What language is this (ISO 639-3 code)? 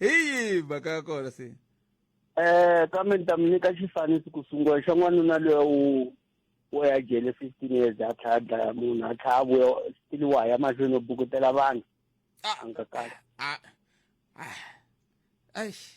tso